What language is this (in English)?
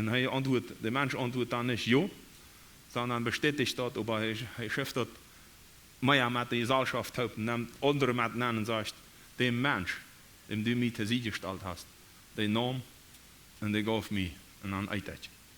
Plautdietsch